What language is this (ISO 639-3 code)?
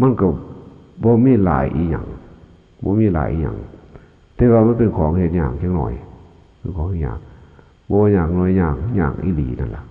lao